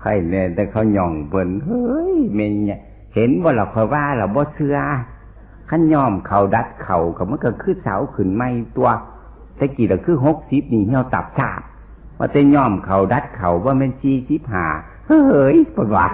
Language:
Northeastern Thai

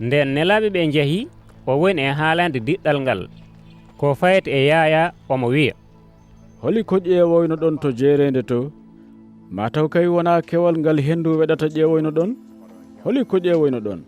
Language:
Fula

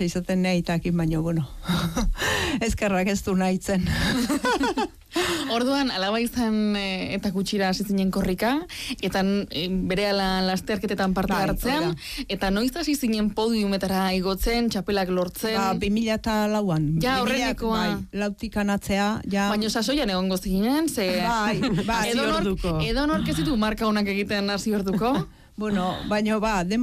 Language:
Basque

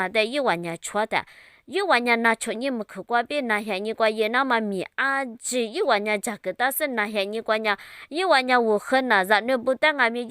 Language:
Lisu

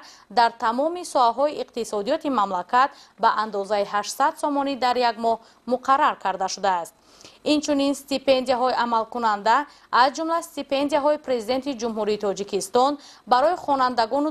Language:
Tajik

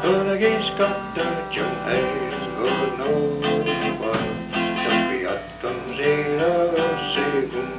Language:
Mohawk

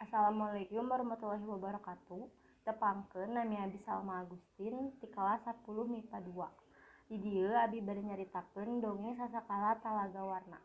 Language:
Sundanese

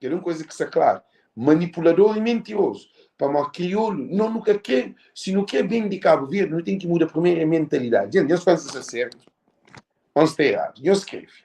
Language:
Kabuverdianu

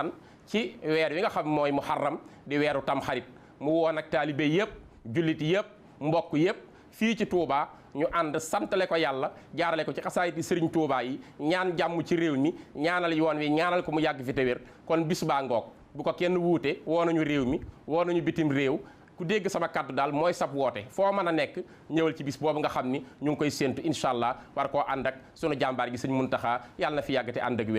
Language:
Wolof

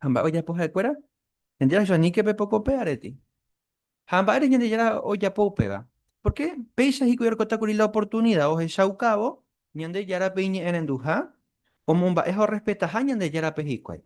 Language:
Guarani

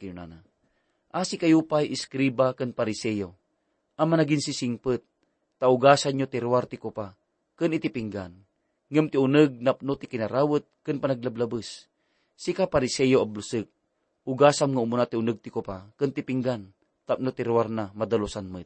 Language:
Iloko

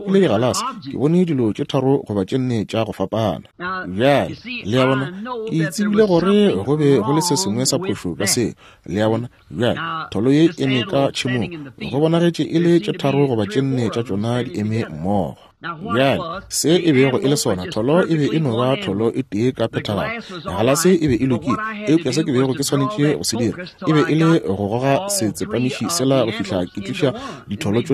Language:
Northern Sotho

